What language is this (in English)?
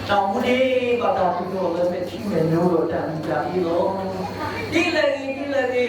S'gaw Karen